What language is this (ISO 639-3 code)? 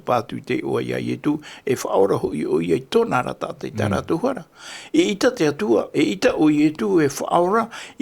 tah